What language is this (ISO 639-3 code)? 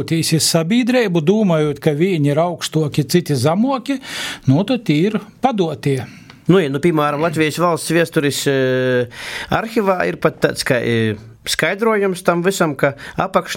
lav